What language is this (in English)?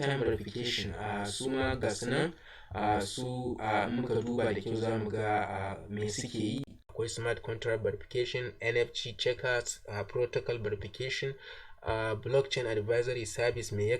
Hausa